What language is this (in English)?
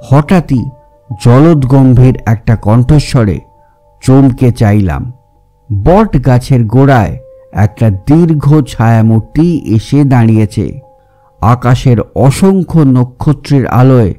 Bangla